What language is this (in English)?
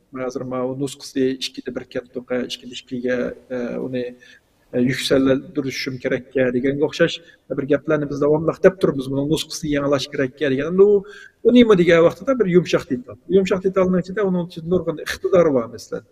Uyghur